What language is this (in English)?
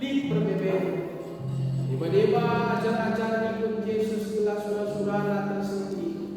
Batak Karo